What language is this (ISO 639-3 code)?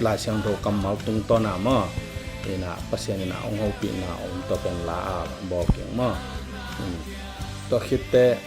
ctd